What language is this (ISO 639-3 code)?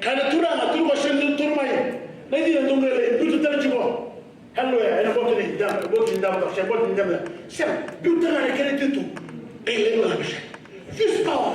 fij